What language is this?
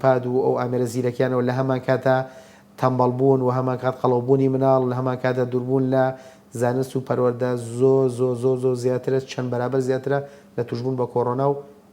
Central Kurdish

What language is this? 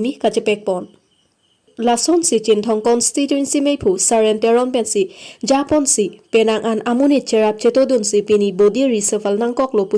Karbi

